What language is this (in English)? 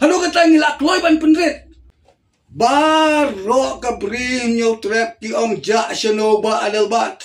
Khasi